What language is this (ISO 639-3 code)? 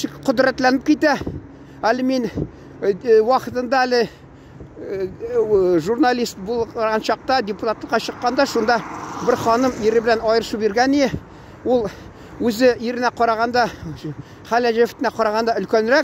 tat